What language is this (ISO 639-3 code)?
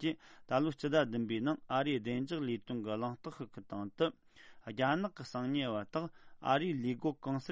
bod